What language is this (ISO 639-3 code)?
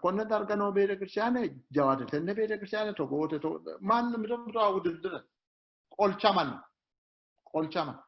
sid